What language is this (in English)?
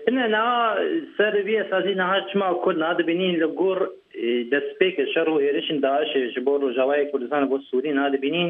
Kurdish